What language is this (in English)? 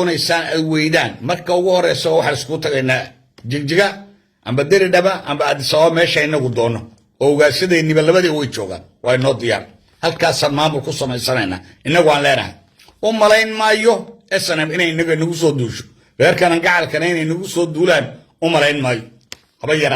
Somali